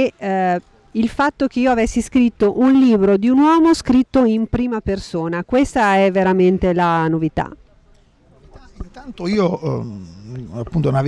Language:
Italian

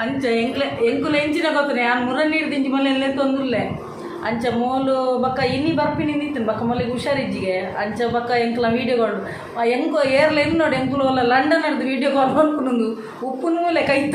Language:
Tulu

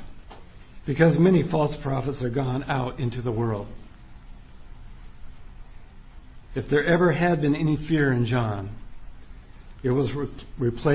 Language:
English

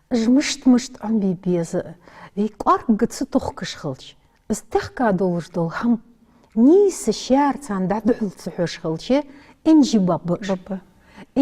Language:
Ingush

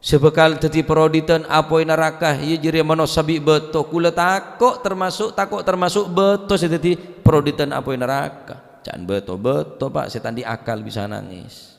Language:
Madurese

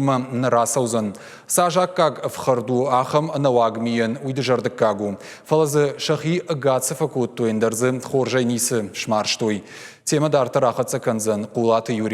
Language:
Ossetic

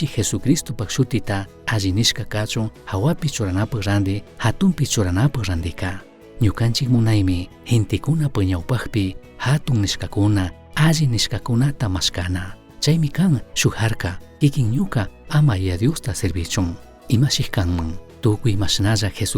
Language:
Chimborazo Highland Quichua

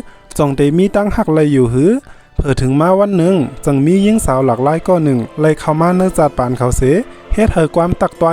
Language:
Shan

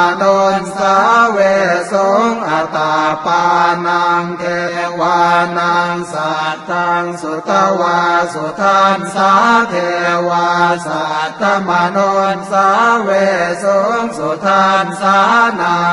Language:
Pali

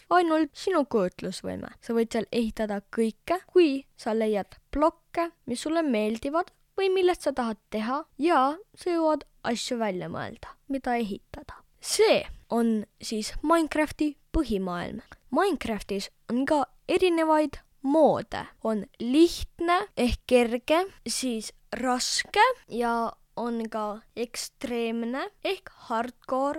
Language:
Estonian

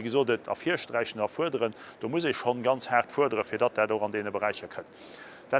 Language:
Luxembourgish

